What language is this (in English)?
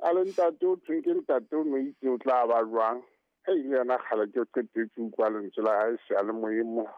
Southern Sotho